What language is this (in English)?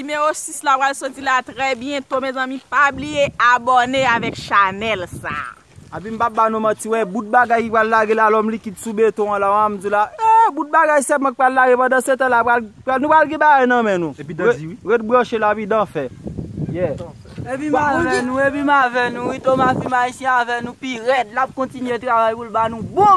Haitian Creole